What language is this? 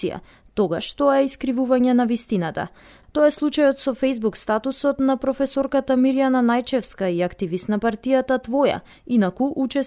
Macedonian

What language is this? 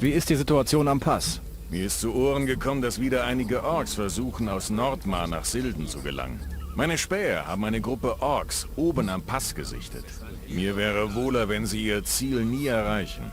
Bavarian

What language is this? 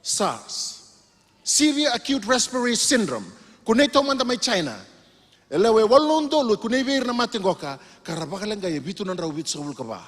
Fijian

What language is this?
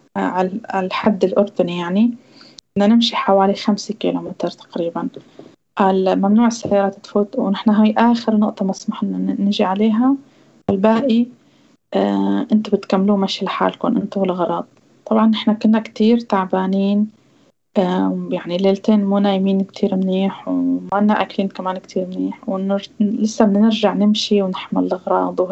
North Levantine Arabic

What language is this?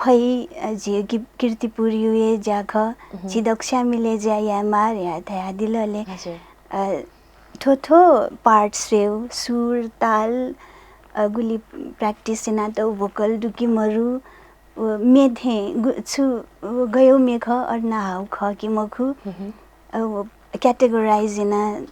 Newari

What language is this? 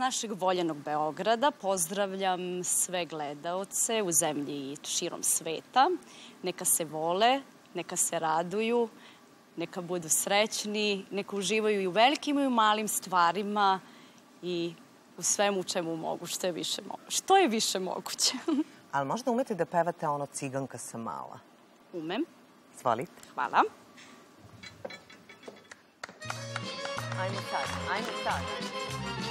Serbian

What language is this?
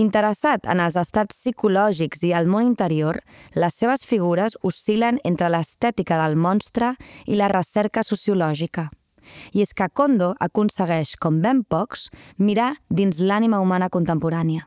Catalan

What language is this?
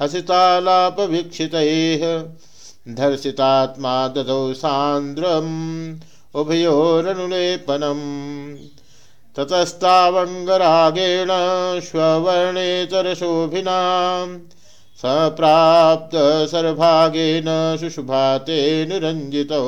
Sanskrit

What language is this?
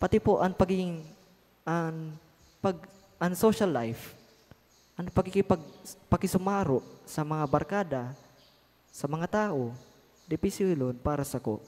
Bikol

